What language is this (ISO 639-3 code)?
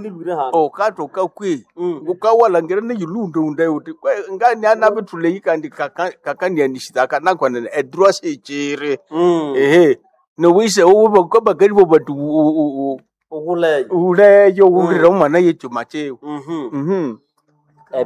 nnb